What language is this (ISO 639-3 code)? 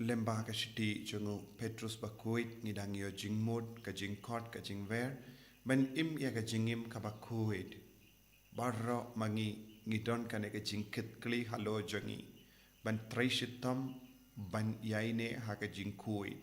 kha